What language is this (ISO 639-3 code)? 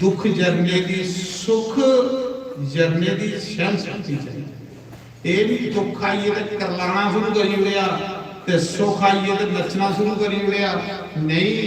doi